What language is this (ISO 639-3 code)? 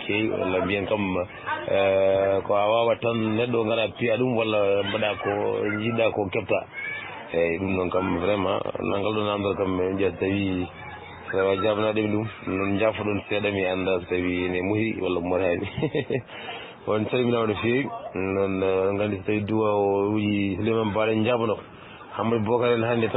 ful